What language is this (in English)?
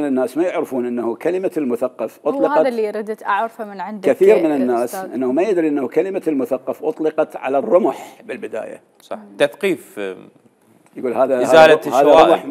Mesopotamian Arabic